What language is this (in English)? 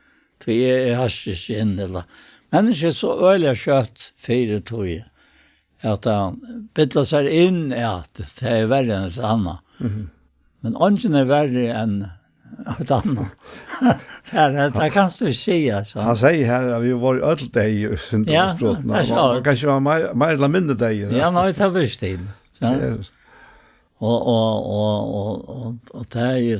Faroese